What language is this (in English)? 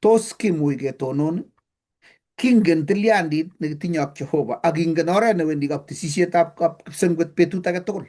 Kalenjin